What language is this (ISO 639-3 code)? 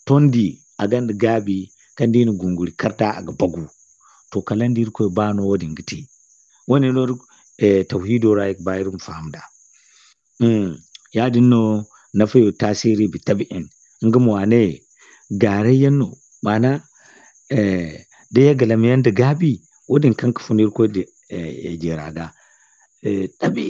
dje